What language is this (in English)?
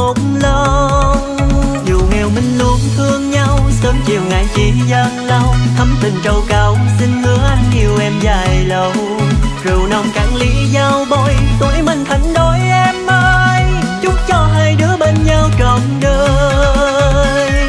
Vietnamese